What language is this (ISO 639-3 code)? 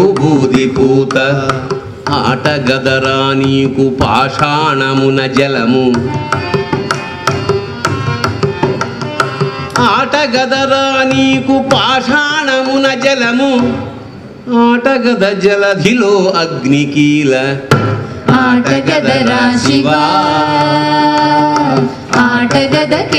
tel